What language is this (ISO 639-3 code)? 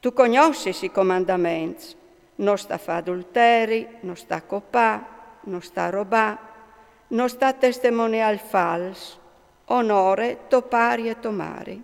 fur